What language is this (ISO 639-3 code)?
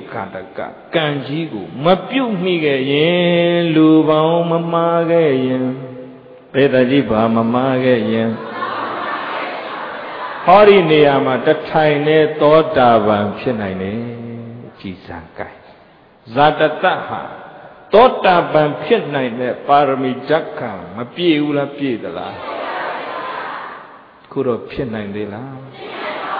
mya